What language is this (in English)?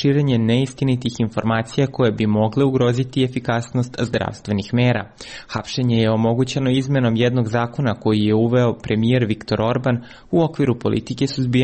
Serbian